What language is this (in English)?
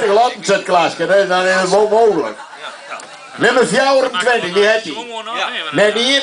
Western Frisian